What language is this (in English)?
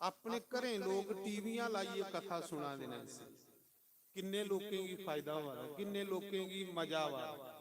Dogri